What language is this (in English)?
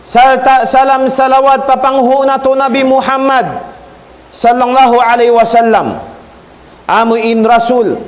Tausug